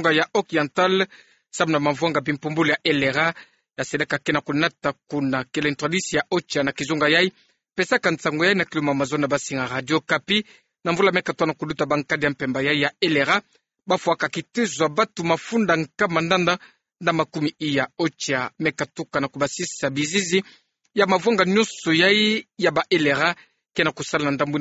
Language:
Kituba (Democratic Republic of Congo)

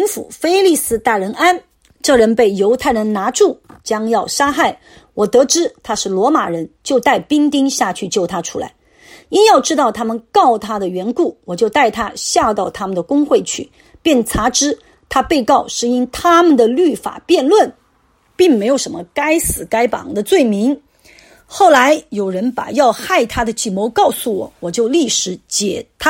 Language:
Chinese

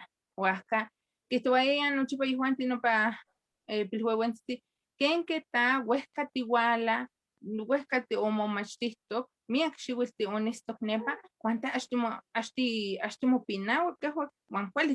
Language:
Eastern Huasteca Nahuatl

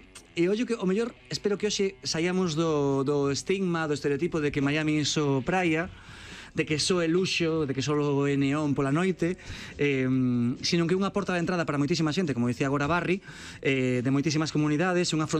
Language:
Galician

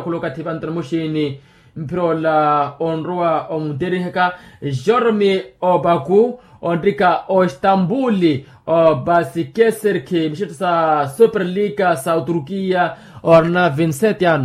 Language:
Makhuwa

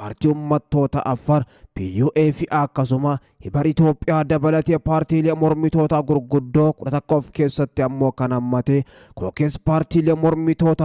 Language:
Oromo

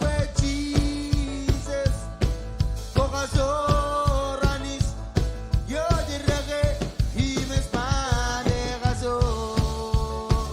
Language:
Marshallese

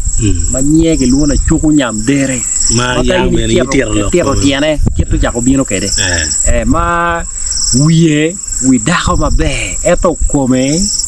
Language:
Acoli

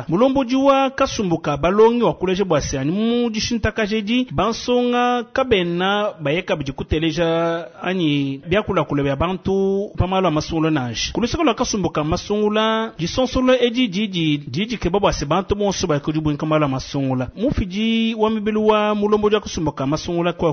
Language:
Luba-Lulua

